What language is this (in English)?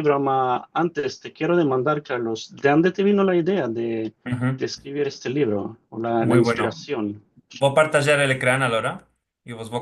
Ladino